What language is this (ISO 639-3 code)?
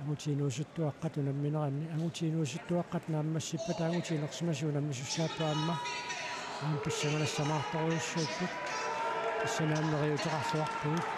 kal